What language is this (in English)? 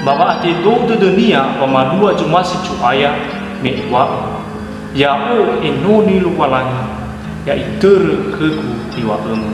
Nias